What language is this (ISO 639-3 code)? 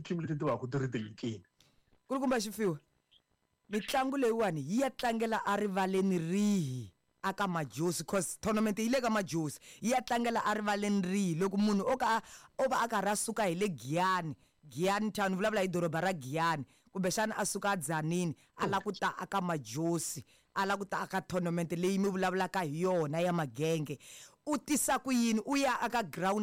tso